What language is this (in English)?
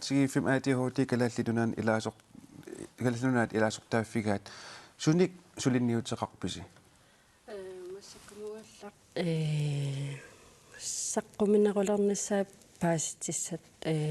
Kalaallisut